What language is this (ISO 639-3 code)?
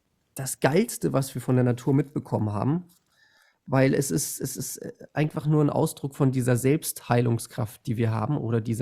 deu